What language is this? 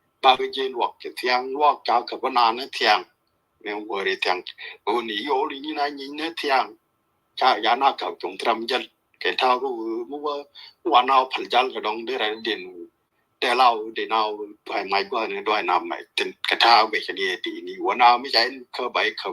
Nuer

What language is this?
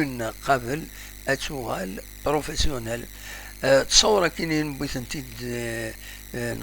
Kabyle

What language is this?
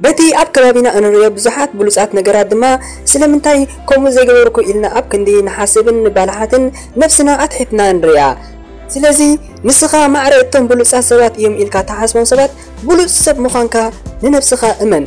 Tigrinya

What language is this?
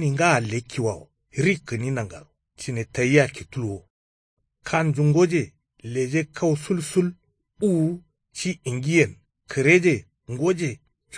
Kanuri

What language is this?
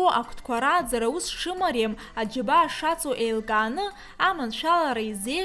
Abkhazian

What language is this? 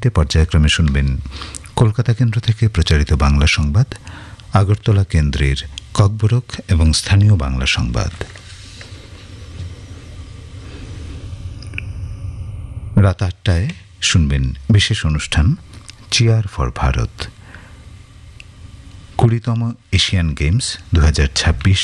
Bangla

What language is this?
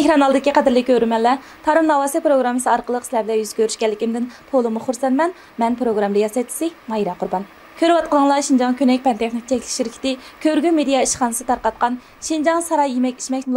Uyghur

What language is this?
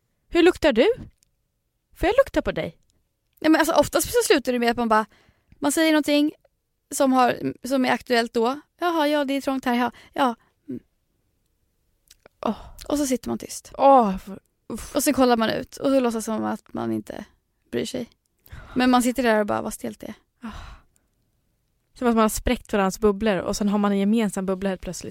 Swedish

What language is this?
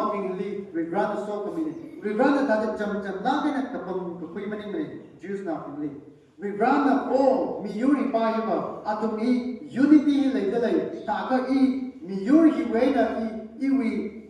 Tangkhul Naga (India)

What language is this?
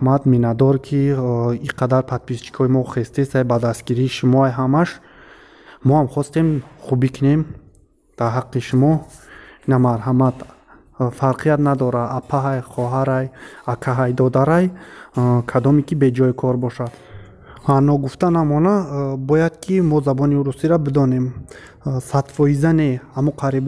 Tajik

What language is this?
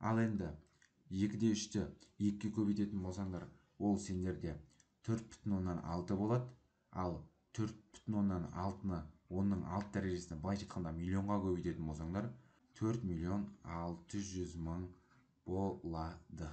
Kazakh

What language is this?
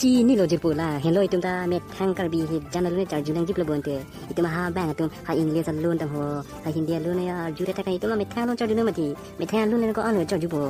Karbi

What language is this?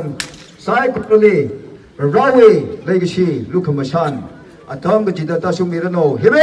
Tangkhul Naga (India)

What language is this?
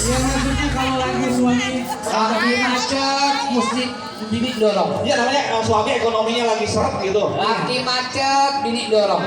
Betawi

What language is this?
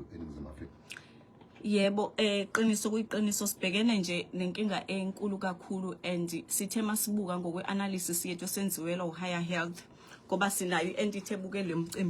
Zulu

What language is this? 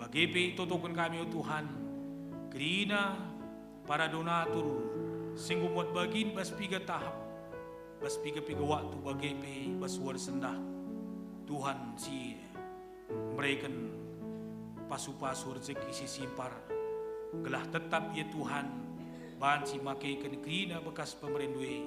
Batak Karo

